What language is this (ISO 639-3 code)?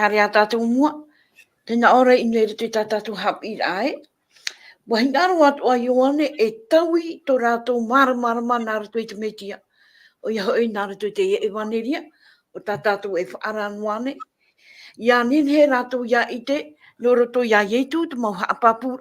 tah